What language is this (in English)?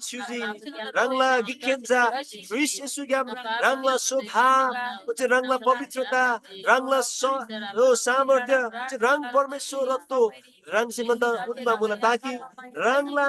Eastern Tamang